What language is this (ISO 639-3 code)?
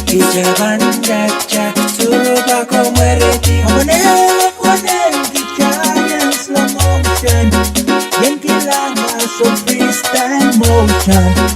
pon